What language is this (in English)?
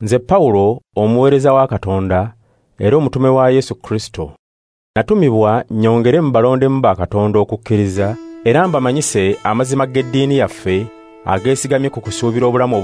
Ganda